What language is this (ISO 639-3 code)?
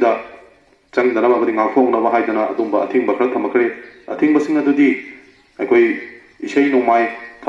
mni